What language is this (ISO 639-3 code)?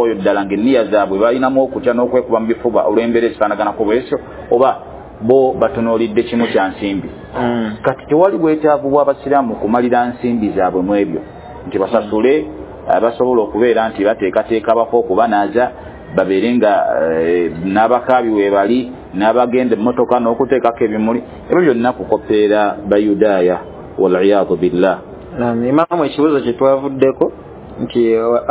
lug